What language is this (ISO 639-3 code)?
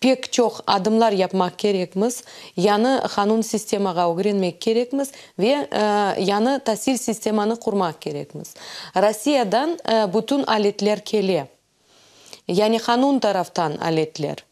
crh